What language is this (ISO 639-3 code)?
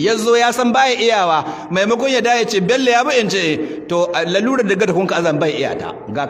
hau